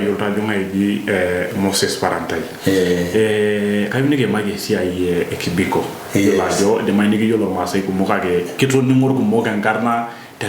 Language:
Masai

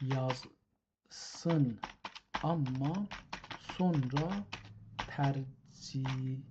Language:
South Azerbaijani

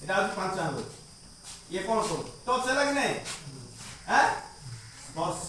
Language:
Odia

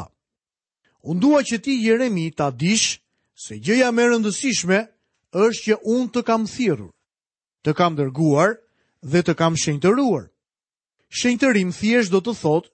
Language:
Albanian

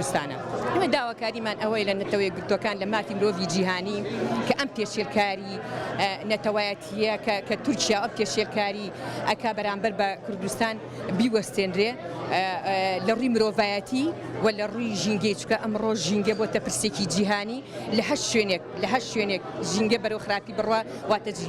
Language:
Central Kurdish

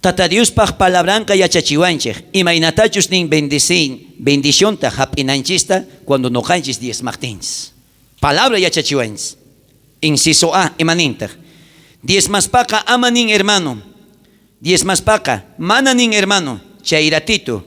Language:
South Bolivian Quechua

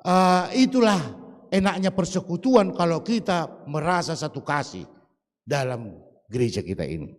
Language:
Batak Simalungun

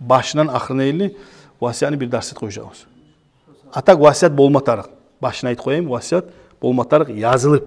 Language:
Kumyk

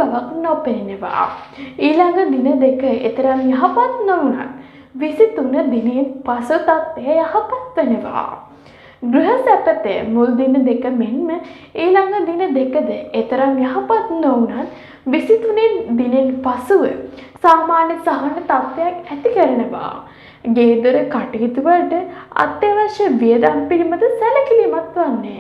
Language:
Sinhala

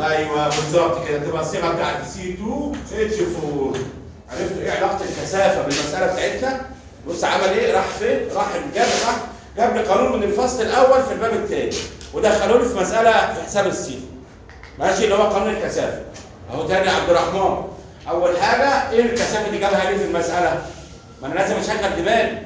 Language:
Egyptian Arabic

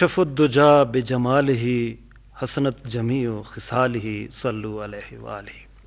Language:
Eastern Balochi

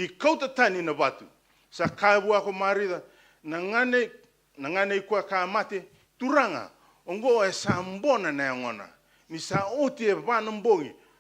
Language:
Fijian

